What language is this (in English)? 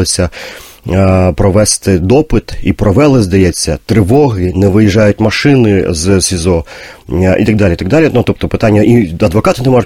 Ukrainian